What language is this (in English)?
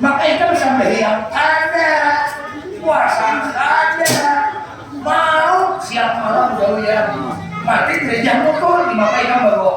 Banjar